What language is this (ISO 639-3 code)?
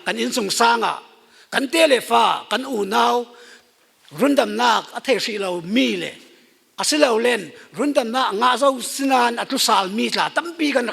cfm